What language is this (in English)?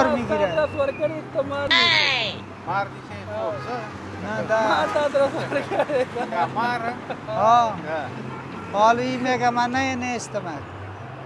Persian